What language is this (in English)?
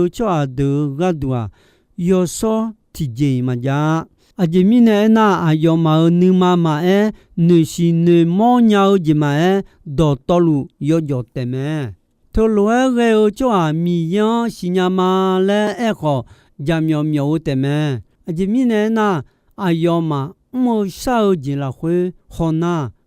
Akha